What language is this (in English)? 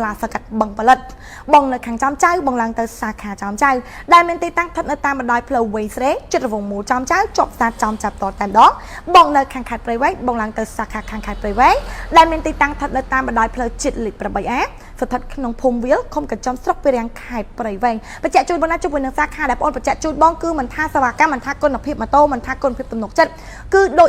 Khmer